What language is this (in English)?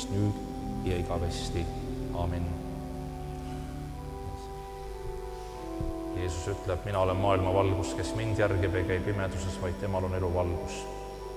Estonian